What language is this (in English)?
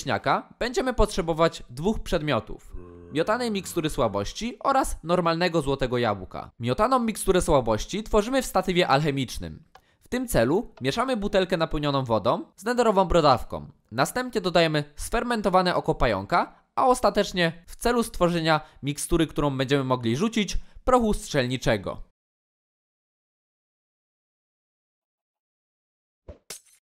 Polish